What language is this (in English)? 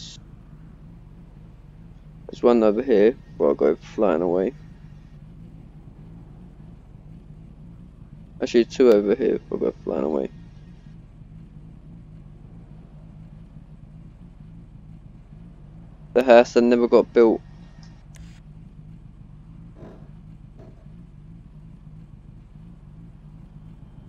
English